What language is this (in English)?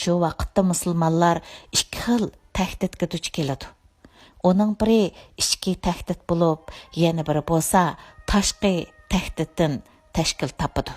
Uyghur